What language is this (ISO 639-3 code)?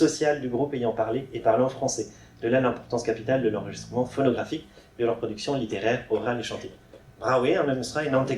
bre